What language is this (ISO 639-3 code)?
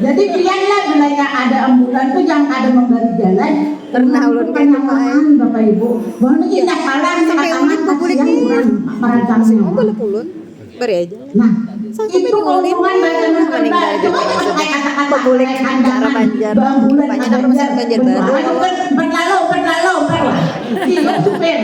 bjn